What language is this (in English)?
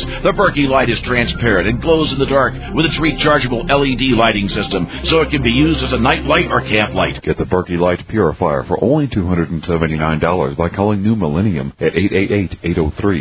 English